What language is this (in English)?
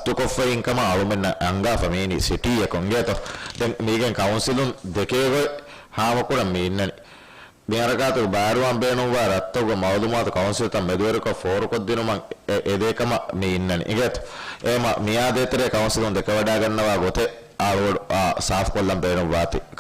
Divehi